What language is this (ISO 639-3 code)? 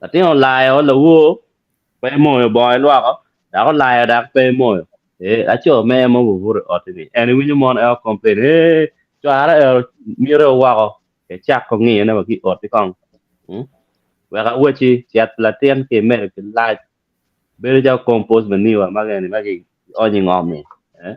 ach